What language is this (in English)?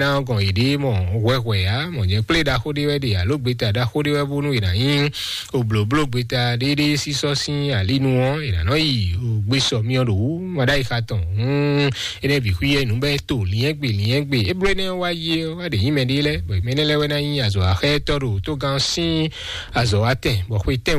Fon